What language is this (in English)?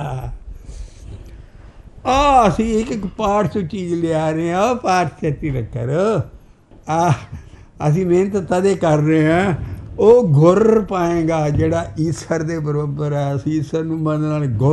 Punjabi